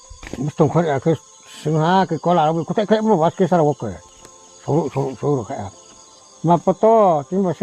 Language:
Riang (India)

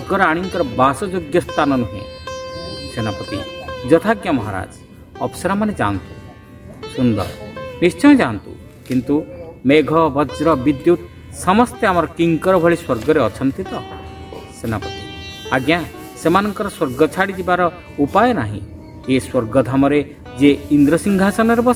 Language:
Odia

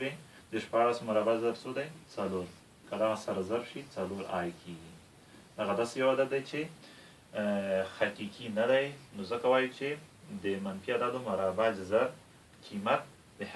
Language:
Pashto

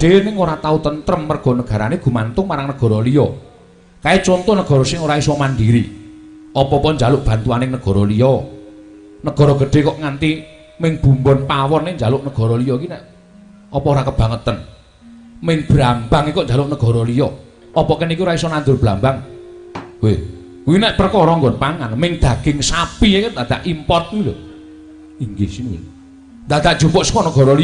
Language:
Javanese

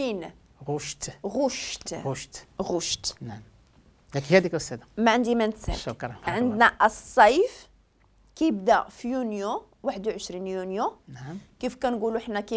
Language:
Moroccan Arabic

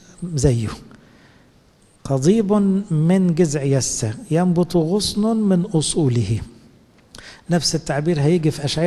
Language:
Egyptian Arabic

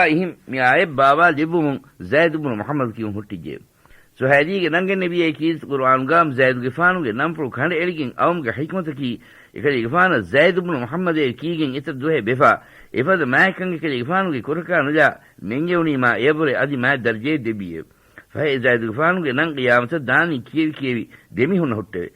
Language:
Divehi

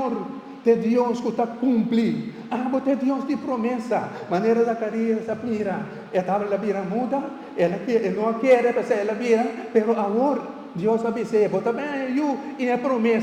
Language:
Papiamento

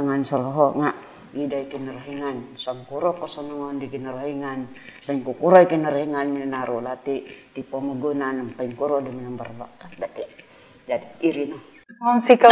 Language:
Central Dusun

